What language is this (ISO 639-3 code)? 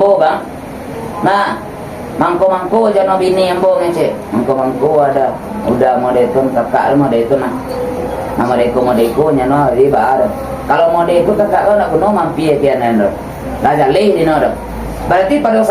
min